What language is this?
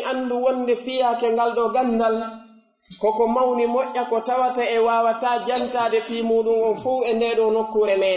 Pular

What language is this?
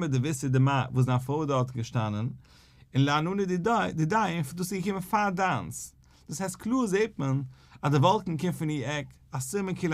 Yiddish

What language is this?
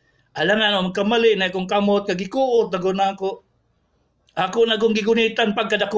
Cebuano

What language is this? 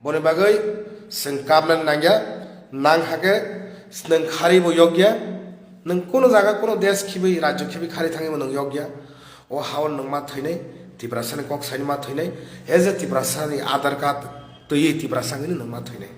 Kok Borok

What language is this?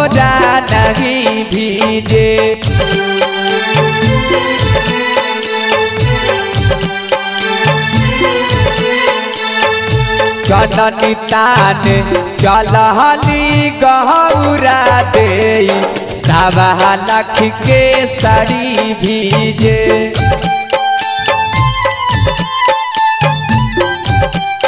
Bhojpuri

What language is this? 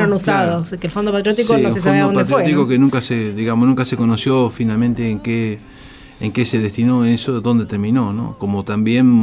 Spanish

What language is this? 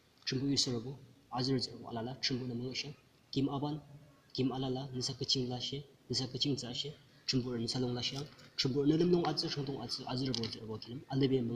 Yimchungru Naga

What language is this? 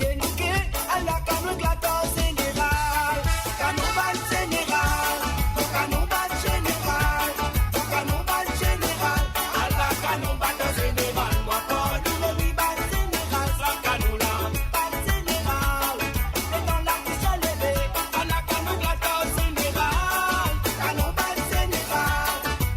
Morisyen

